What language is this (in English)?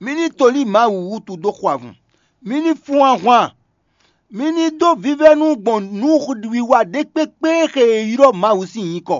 Fon